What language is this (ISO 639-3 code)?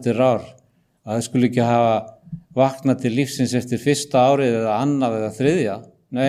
isl